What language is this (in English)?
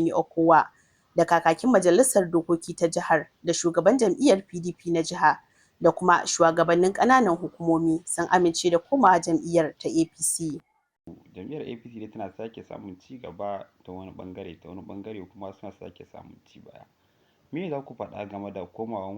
Hausa